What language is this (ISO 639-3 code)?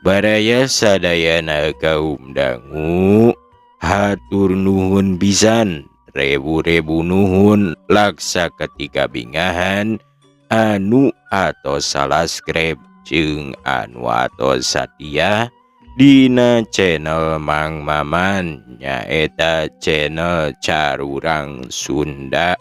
sun